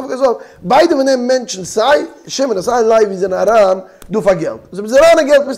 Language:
Yiddish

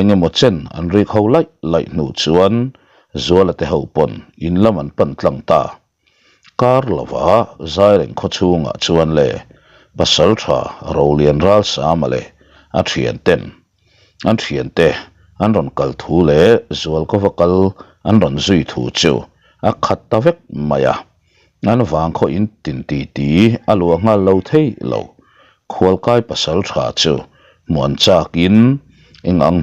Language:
Mizo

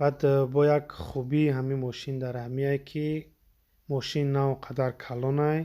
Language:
Tajik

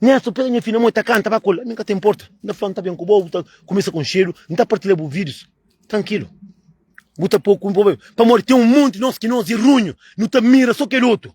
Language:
Kabuverdianu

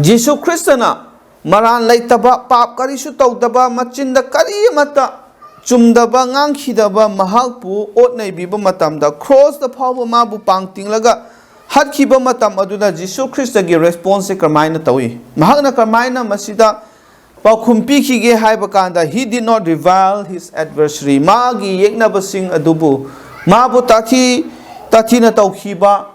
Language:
Manipuri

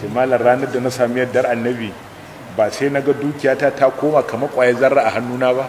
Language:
Hausa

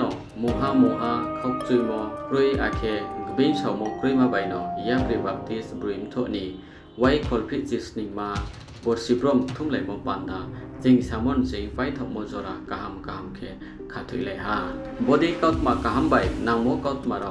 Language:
Riang (India)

